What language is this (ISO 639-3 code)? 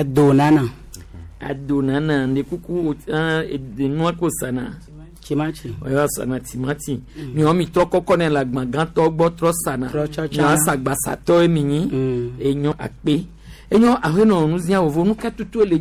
gej